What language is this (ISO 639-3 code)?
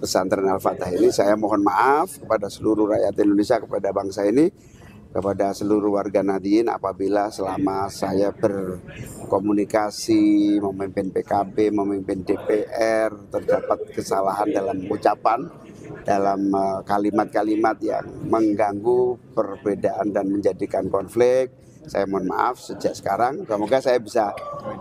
ind